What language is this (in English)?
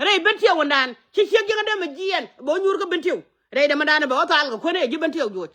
Nuer